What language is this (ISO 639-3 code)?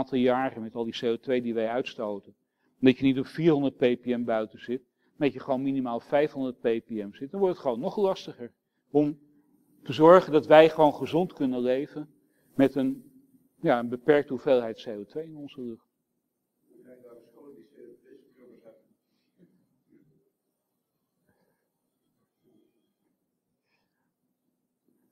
nld